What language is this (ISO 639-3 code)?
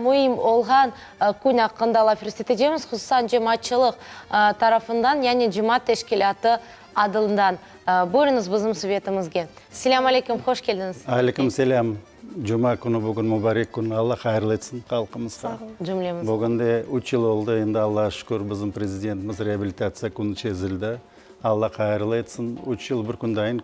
crh